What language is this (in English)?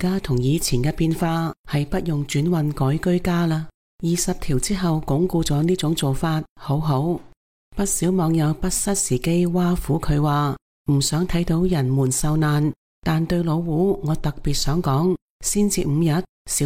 Cantonese